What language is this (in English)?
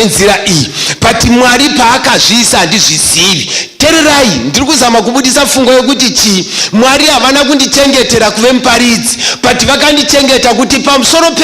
Shona